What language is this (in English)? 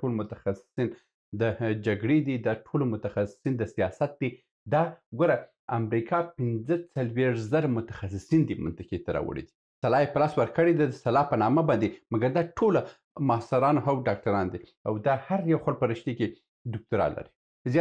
Pashto